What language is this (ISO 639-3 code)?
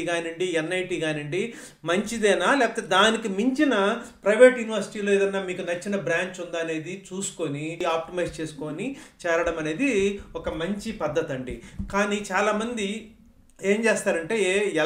tel